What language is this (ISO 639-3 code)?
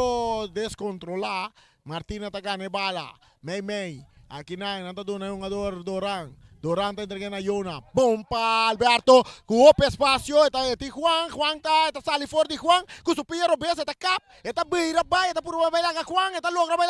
pap